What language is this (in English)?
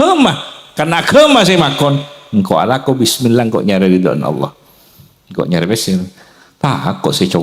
Madurese